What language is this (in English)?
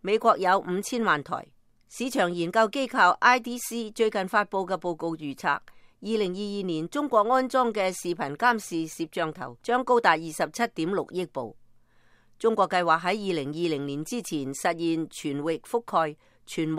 Cantonese